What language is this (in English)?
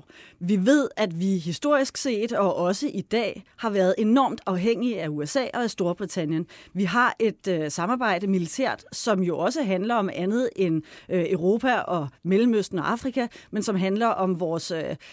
Danish